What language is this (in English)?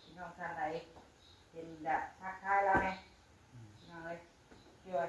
Northeastern Thai